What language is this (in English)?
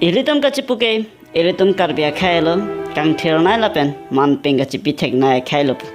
Karbi